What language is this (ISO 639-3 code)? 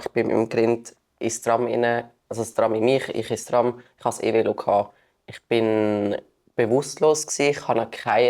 gsw